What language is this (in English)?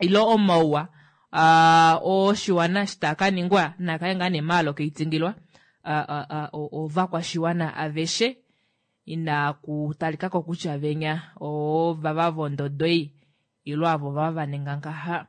Kuanyama